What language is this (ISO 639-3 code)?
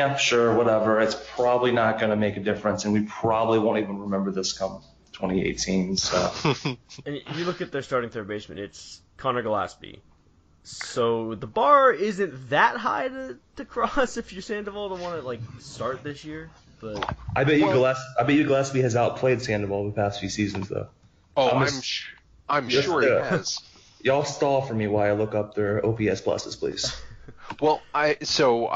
eng